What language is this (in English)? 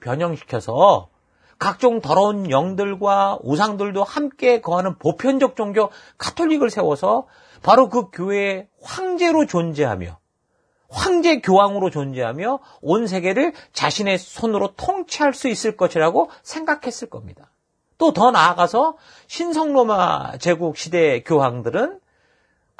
Korean